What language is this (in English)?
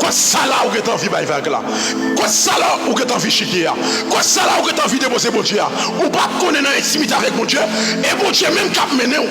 Haitian Creole